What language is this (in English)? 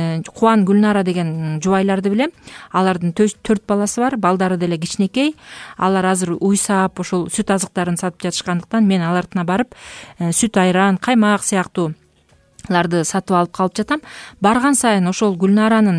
Kyrgyz